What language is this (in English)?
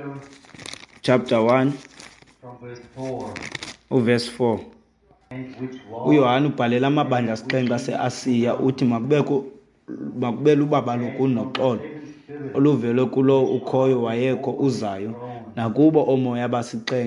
Xhosa